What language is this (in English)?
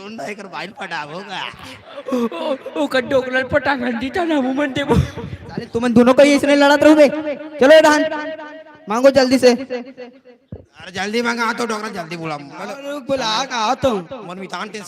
Chhattisgarhi